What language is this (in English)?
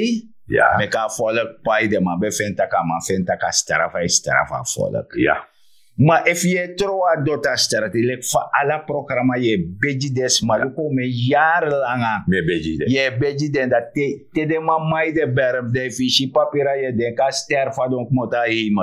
Sranan Tongo